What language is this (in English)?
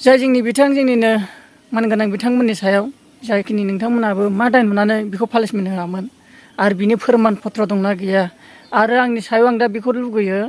Bodo